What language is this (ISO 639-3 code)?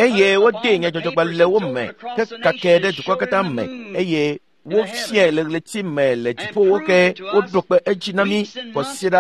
ewe